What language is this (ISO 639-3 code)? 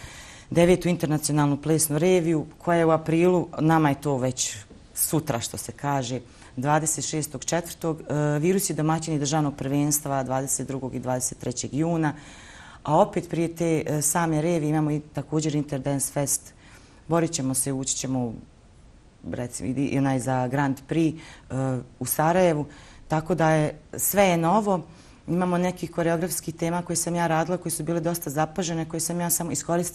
bos